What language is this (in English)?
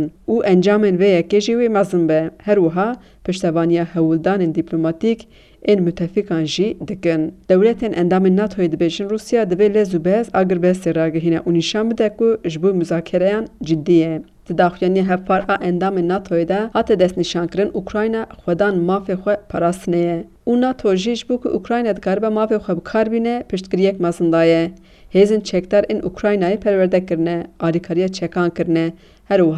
Kurdish